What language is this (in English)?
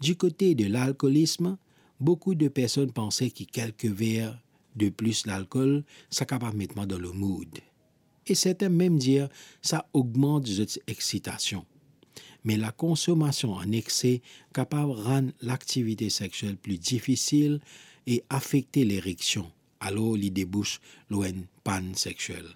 Morisyen